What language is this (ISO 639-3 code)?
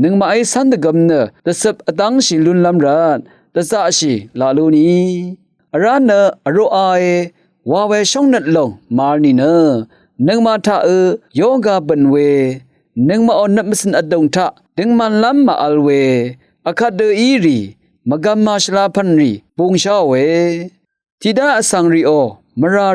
raw